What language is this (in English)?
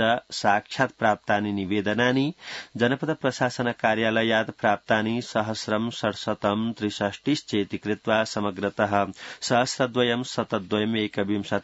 Sanskrit